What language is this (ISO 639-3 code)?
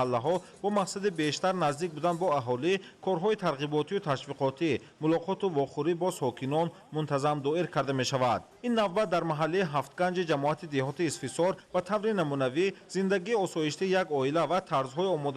tgk